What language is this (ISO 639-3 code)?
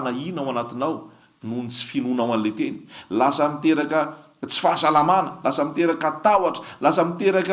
mlg